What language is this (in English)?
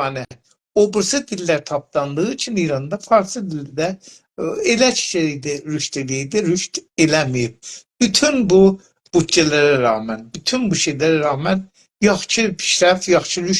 South Azerbaijani